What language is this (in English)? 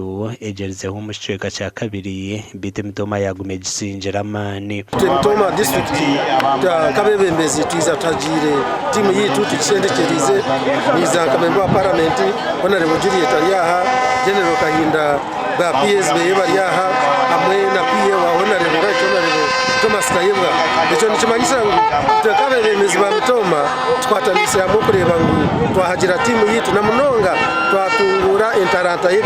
Nyankole